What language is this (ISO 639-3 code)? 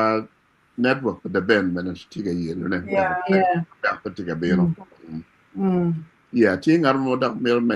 ach